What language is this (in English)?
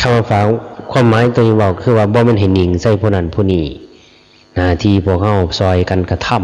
Lao